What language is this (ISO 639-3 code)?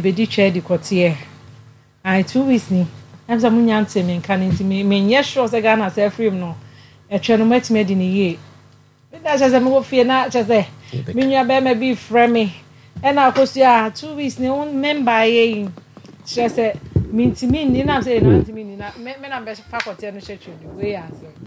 aka